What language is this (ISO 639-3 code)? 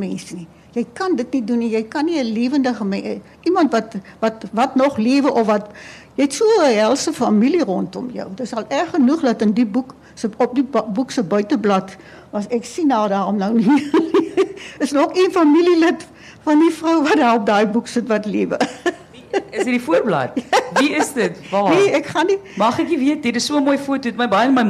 afr